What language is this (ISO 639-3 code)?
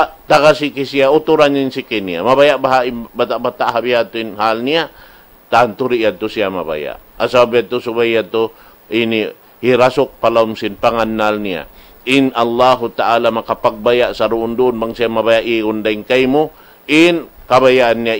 tsg